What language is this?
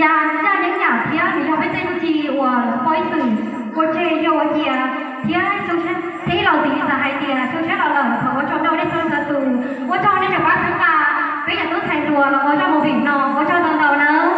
Hmong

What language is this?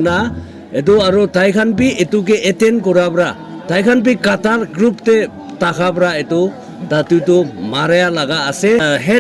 Naga Pidgin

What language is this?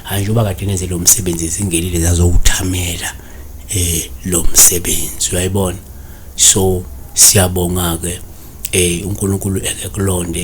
Zulu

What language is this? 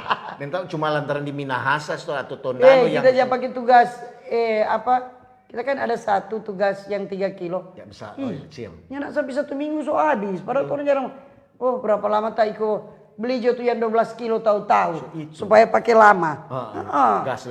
Manado Malay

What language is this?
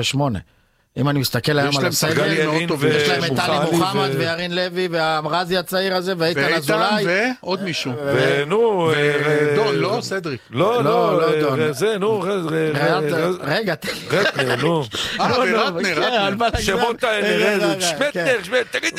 Hebrew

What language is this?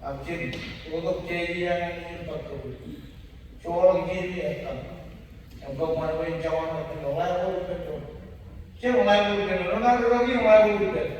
Marshallese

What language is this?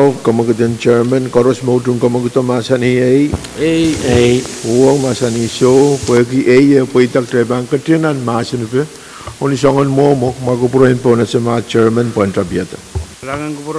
Pohnpeian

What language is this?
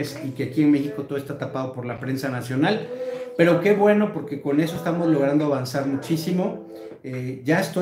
Spanish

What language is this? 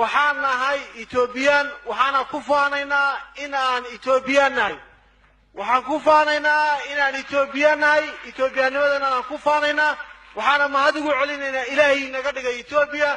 Somali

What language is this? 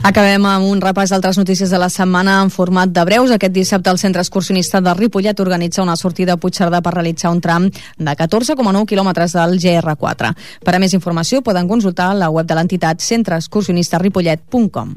Catalan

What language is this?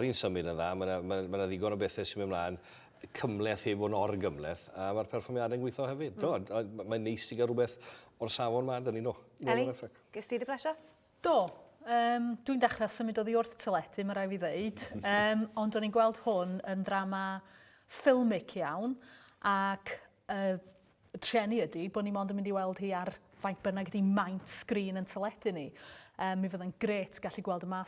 Welsh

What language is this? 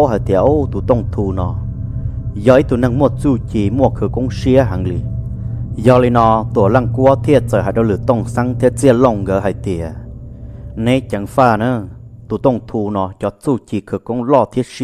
Hmong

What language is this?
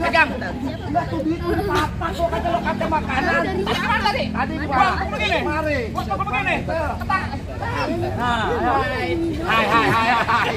Betawi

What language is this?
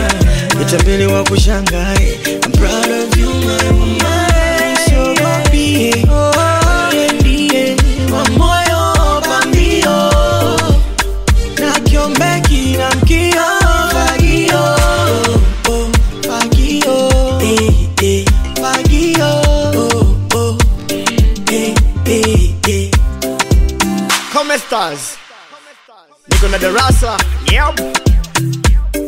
Swahili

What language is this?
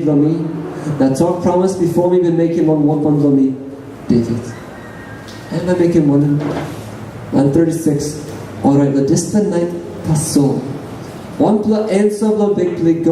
Tok Pisin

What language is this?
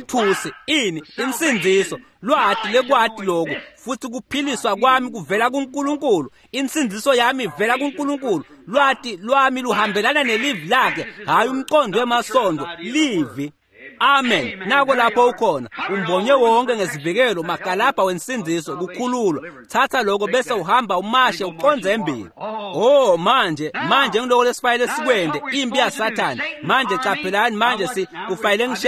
Swati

